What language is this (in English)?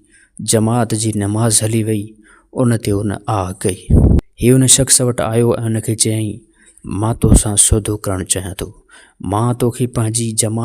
Sindhi